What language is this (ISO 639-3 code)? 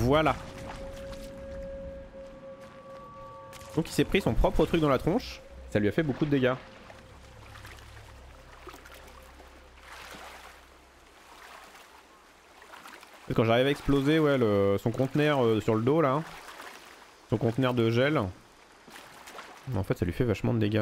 fra